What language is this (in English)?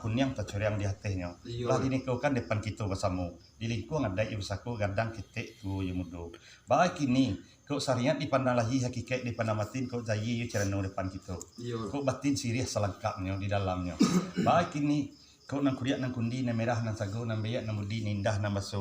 Minangkabau